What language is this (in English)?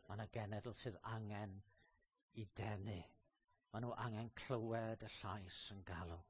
Welsh